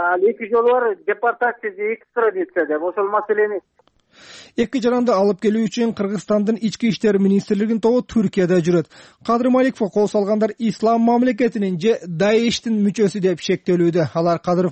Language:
Kyrgyz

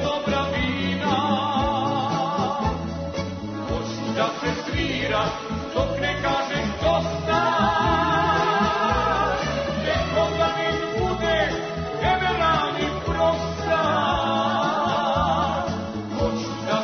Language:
Serbian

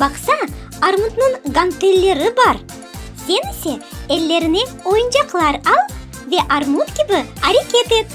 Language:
Crimean Tatar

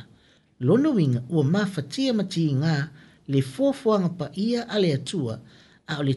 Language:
Samoan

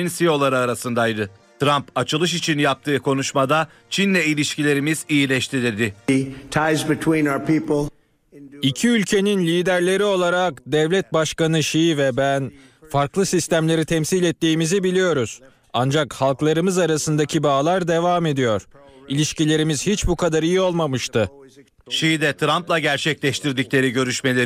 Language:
Turkish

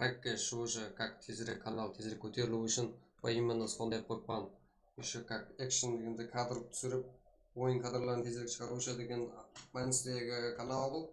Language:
Kara-Kalpak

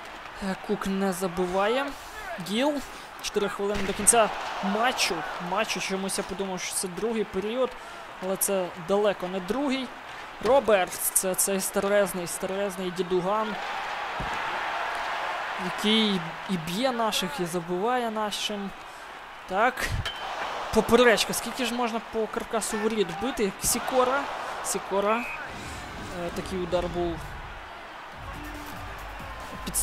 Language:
Ukrainian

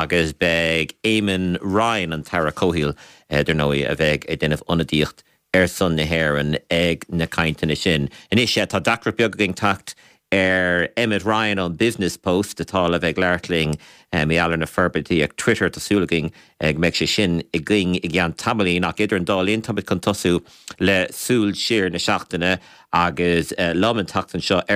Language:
Irish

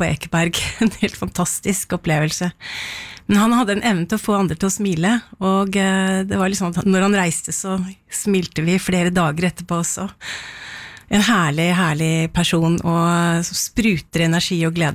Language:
Norwegian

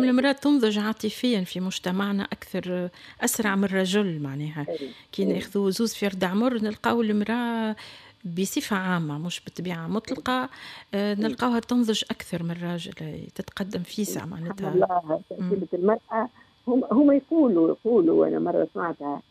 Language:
Tunisian Arabic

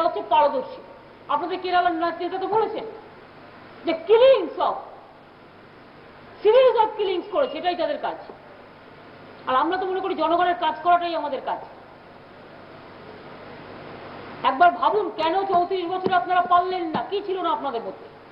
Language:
Bangla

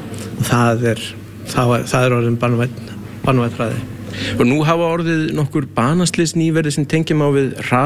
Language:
Icelandic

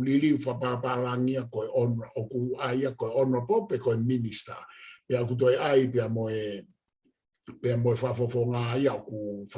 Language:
Tongan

